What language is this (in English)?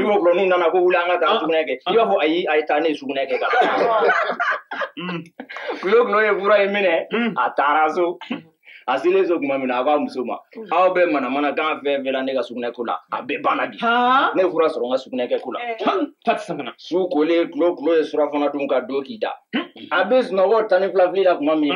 Bambara